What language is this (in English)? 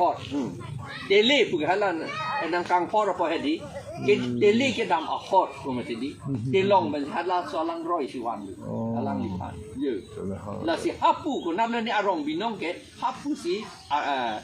Karbi